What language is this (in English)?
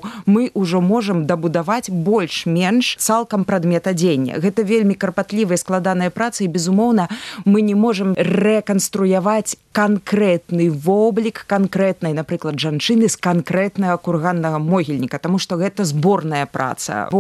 Belarusian